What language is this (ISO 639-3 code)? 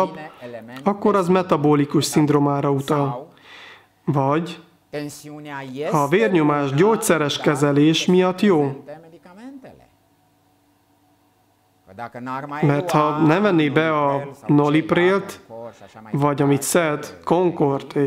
hun